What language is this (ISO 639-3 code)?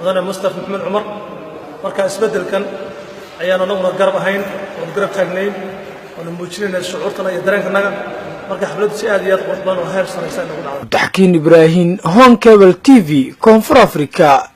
som